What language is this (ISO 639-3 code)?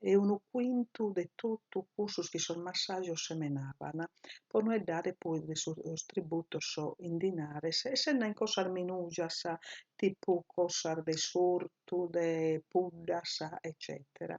srd